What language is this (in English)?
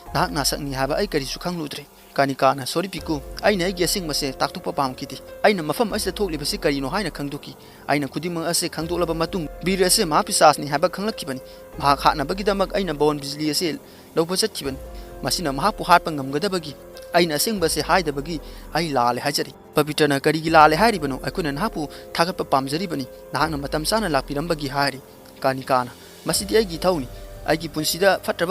Manipuri